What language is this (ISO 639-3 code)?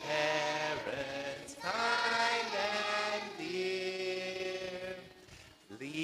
gil